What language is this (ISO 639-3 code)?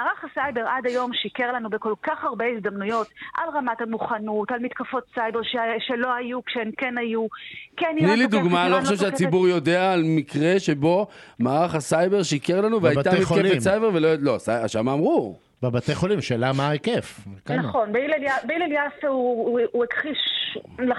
heb